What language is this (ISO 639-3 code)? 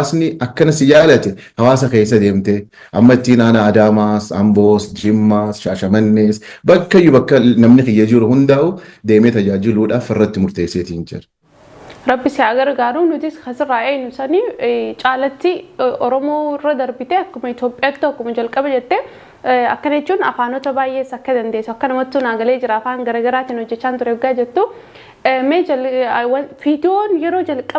orm